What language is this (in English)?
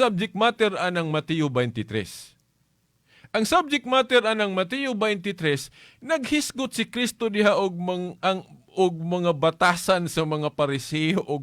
Cebuano